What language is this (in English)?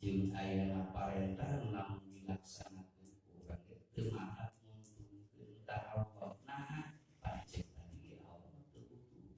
Sundanese